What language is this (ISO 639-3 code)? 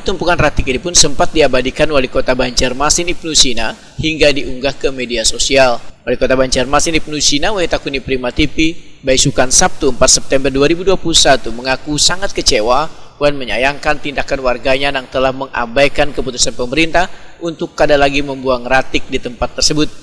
bjn